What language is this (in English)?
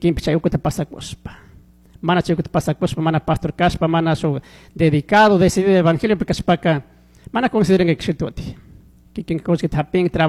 Chimborazo Highland Quichua